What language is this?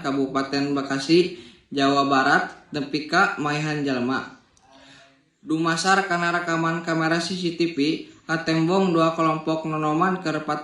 Sundanese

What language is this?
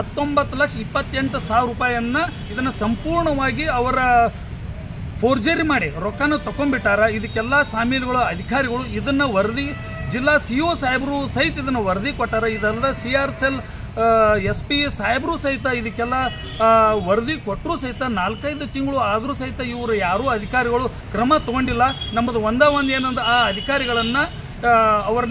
Kannada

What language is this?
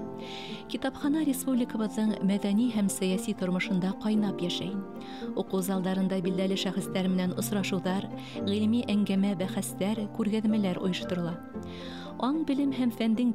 Bashkir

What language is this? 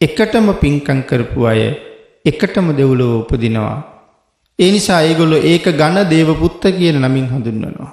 Sinhala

